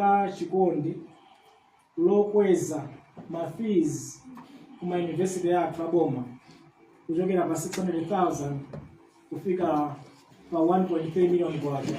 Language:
Nyanja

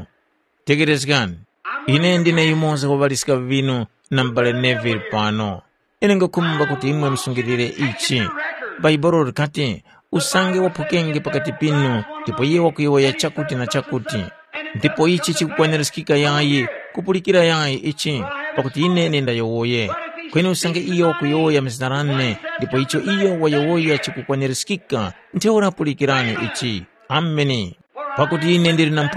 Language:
Tumbuka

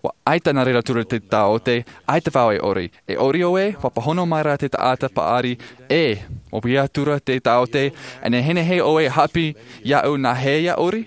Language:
Tahitian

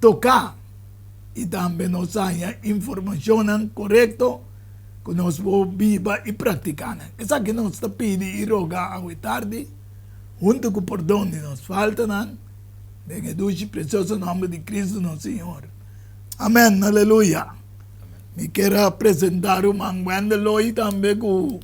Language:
Papiamento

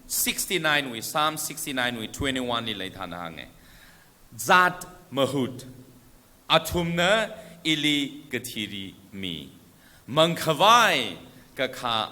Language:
Tangkhul Naga (India)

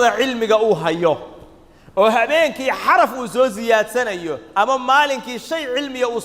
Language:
Somali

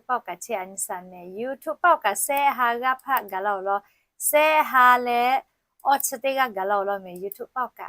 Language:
Lahu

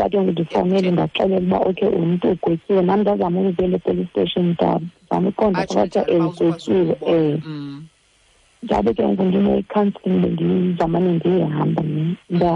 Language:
Xhosa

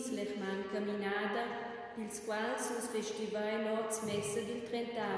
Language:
Romansh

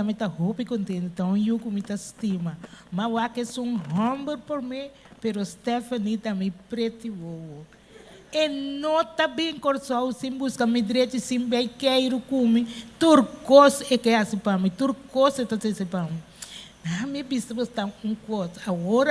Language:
Papiamento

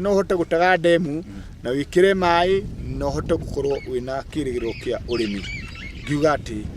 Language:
Kikuyu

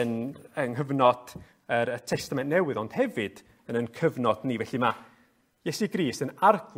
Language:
Welsh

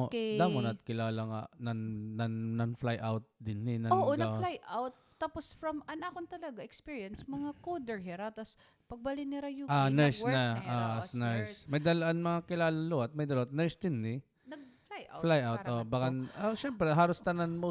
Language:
Waray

